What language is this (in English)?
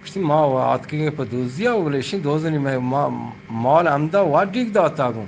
Baluchi